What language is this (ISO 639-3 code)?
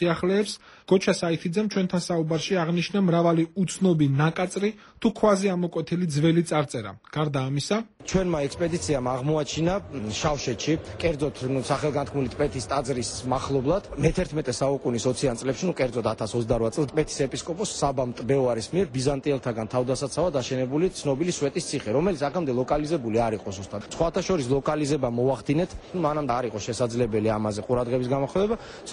kat